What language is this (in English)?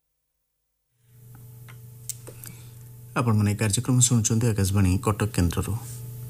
Odia